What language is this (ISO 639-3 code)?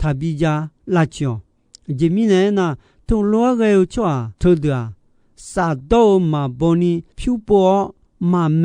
ahk